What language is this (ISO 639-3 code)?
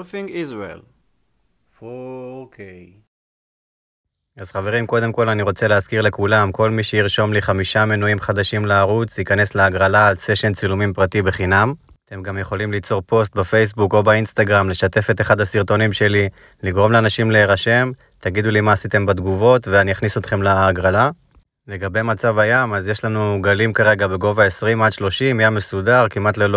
heb